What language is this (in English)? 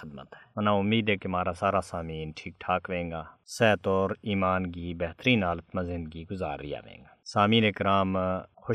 Gujari